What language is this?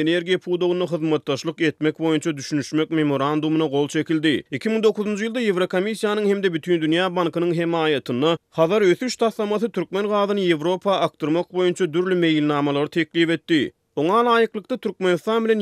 Turkmen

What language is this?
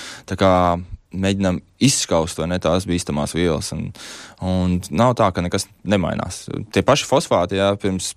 Latvian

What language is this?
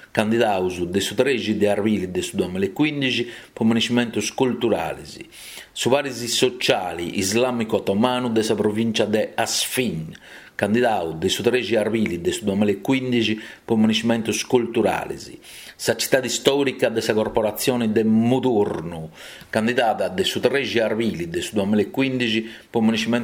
Sardinian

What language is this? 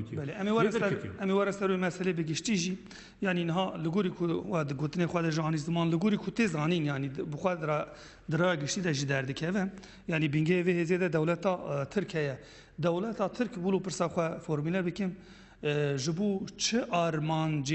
Kurdish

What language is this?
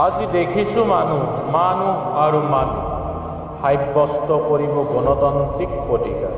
Assamese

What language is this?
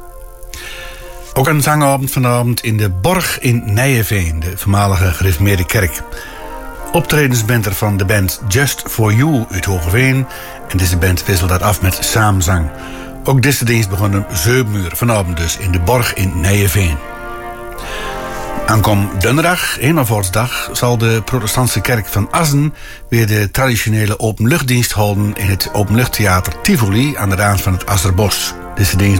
Dutch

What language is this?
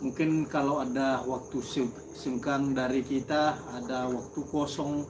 Nias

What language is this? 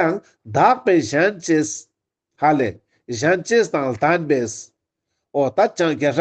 Ladakhi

